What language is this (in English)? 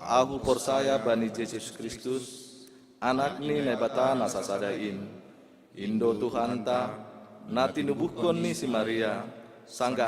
Batak Simalungun